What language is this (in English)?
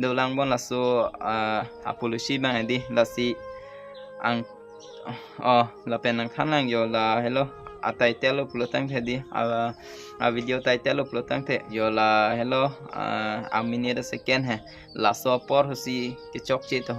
Karbi